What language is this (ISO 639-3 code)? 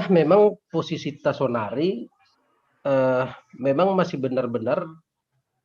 bts